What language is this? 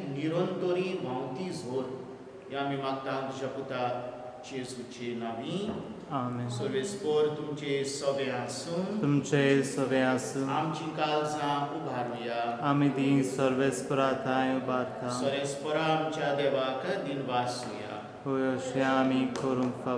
Konkani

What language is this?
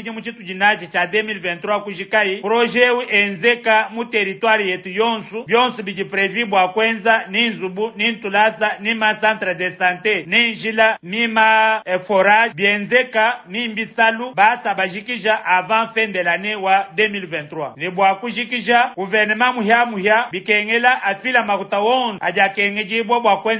Luba-Lulua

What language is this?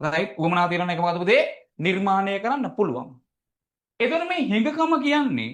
Sinhala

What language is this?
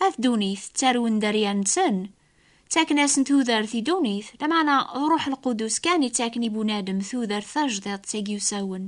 Kabyle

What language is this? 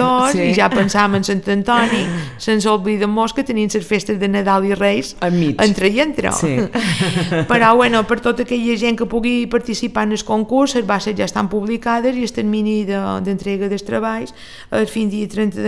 Catalan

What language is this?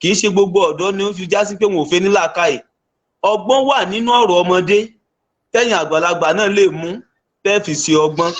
Yoruba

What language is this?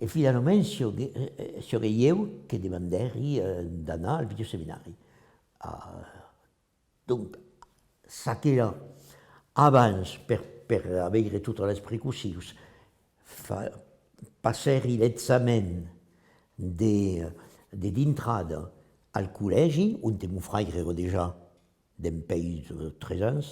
Occitan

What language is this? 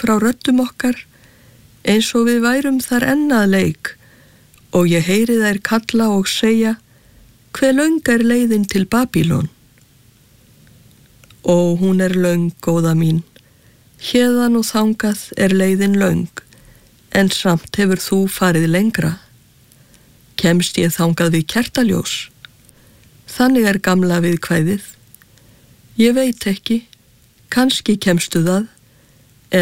Icelandic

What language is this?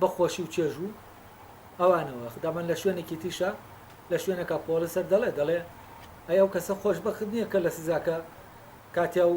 Central Kurdish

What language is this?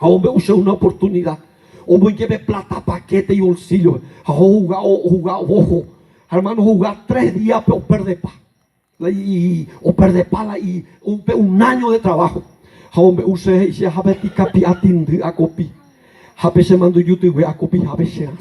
Guarani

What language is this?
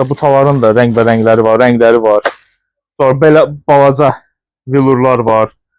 Azerbaijani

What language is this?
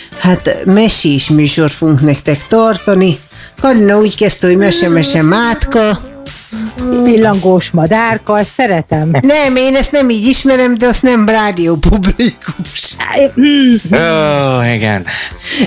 Hungarian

